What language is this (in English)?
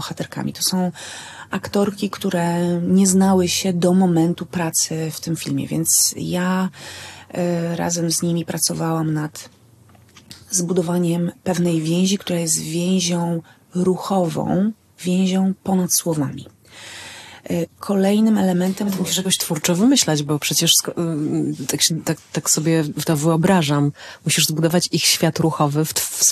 Polish